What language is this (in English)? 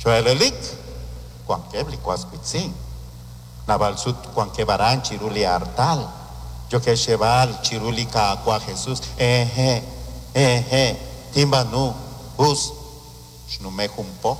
Kekchí